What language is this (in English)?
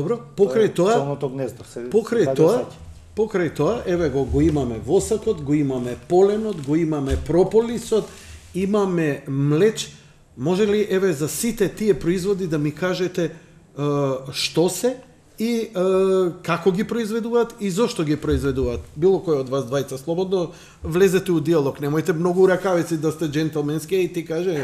Macedonian